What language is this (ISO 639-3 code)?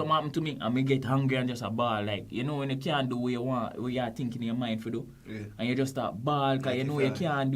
jam